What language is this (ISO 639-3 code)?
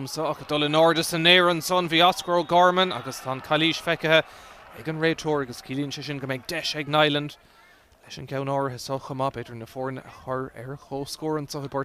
gle